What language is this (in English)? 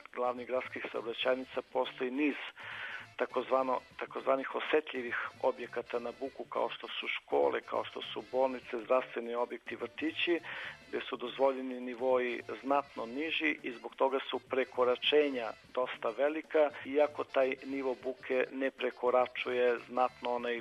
Serbian